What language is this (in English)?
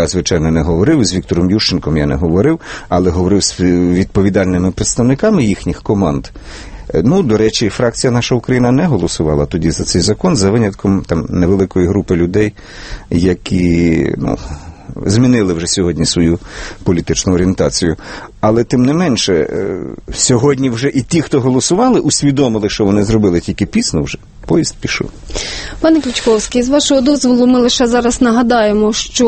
Ukrainian